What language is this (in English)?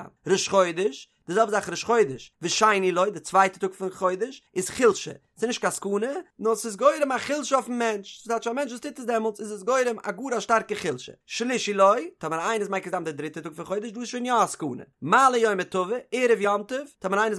Yiddish